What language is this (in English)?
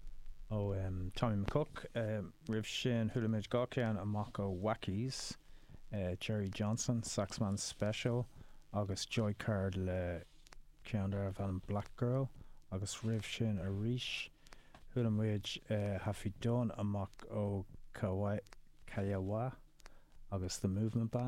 Irish